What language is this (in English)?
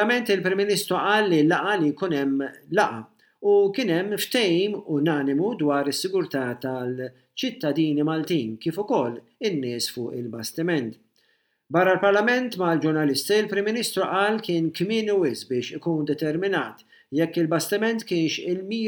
Maltese